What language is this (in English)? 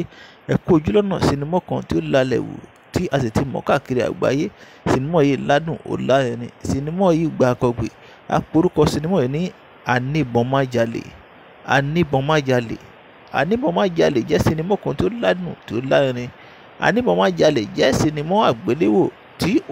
Yoruba